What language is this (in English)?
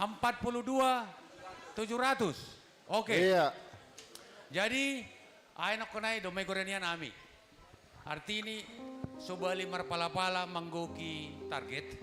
Batak Simalungun